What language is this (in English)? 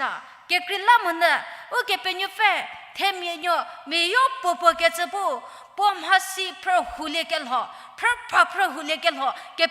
Angami Naga